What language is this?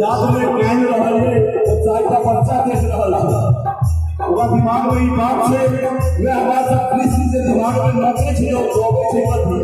Maithili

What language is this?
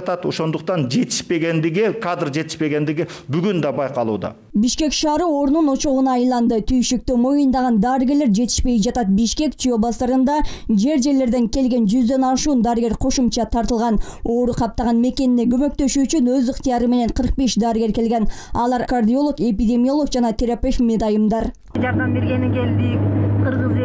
Kyrgyz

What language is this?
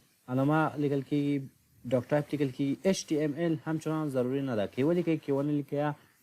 Pashto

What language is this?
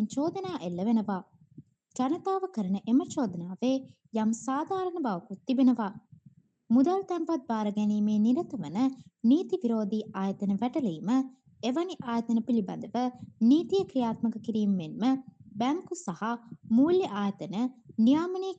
Sinhala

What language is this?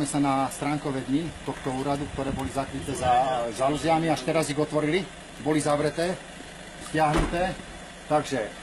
Slovak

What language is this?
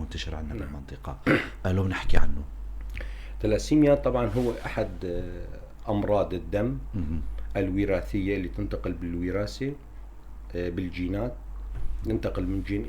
North Levantine Arabic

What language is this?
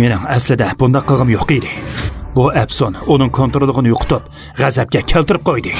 Uyghur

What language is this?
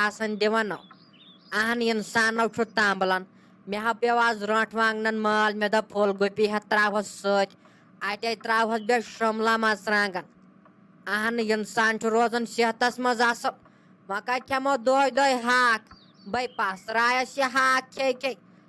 Kashmiri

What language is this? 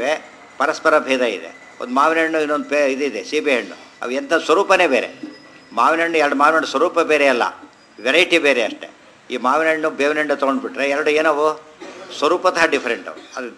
Kannada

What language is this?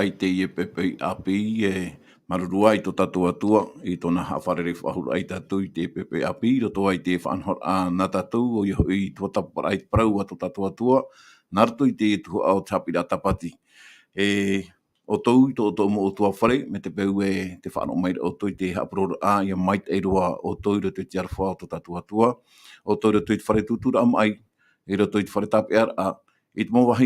Tahitian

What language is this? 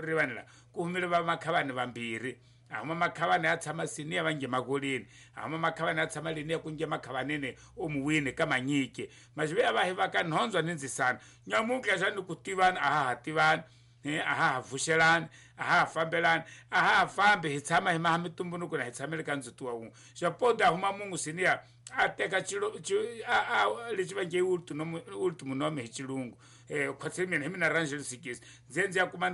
Tsonga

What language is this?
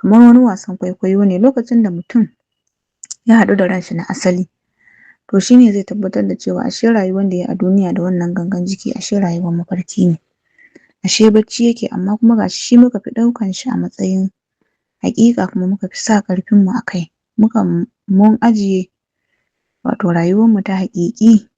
Hausa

